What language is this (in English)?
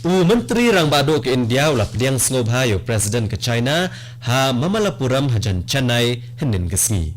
Khasi